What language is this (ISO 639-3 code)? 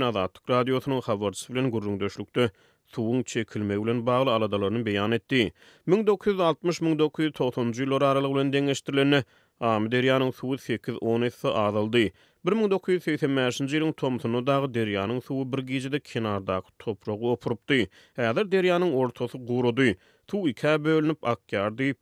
tuk